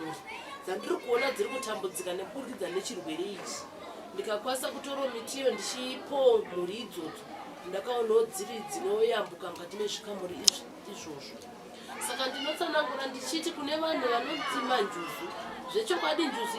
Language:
Shona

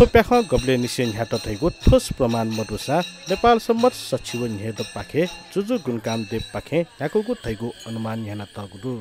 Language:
Newari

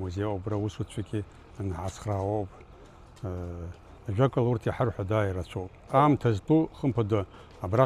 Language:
Abkhazian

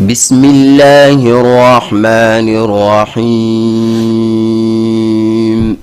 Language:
Fula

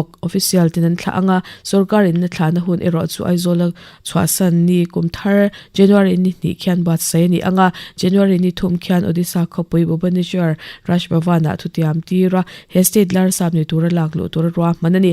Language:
Mizo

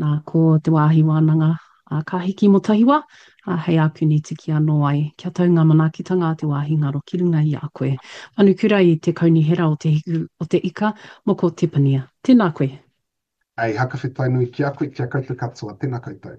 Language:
Māori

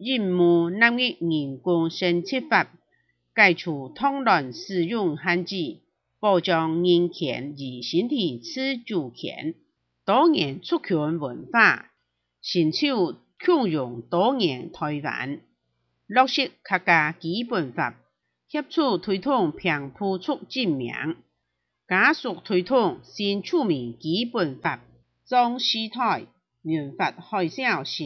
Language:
Hakka Chinese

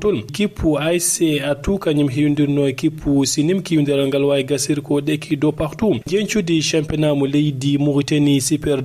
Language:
Fula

